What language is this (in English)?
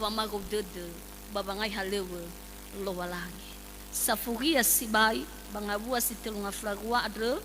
Nias